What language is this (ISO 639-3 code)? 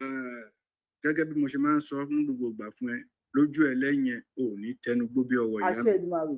yor